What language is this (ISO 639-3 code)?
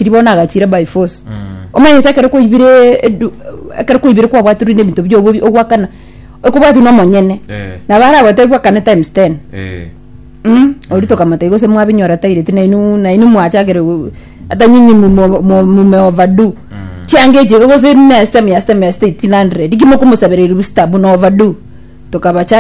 guz